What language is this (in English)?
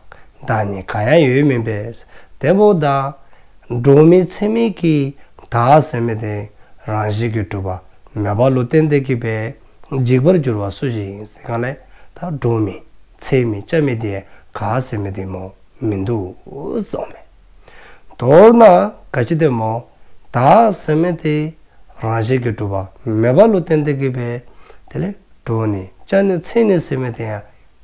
Dzongkha